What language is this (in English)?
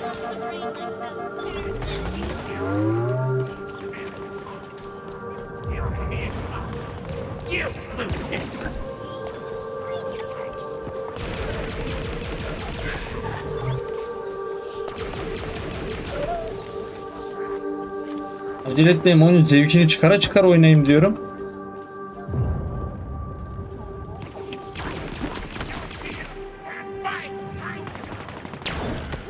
Turkish